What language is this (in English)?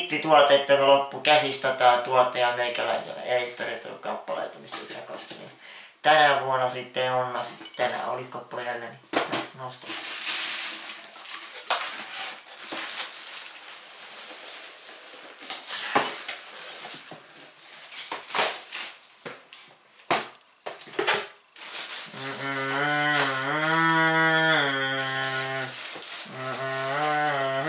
Finnish